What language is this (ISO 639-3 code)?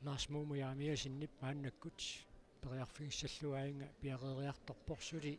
kal